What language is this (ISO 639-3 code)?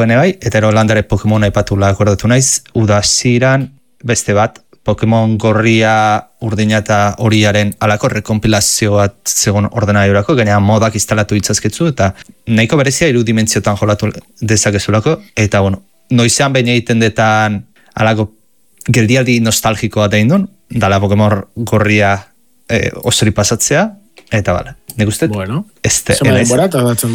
eus